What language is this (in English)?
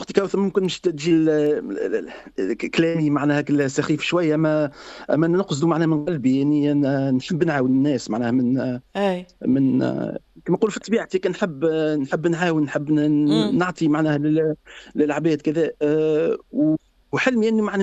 Tunisian Arabic